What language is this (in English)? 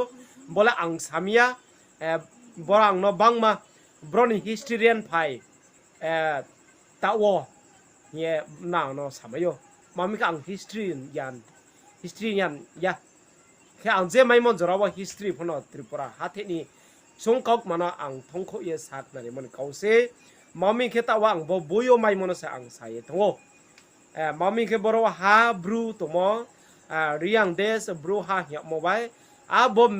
Riang (India)